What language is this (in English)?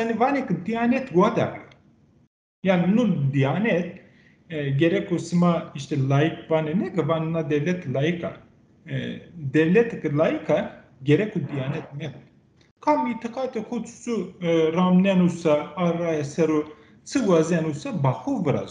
Zaza